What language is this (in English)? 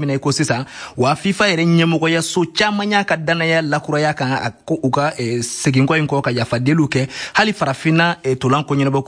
Bambara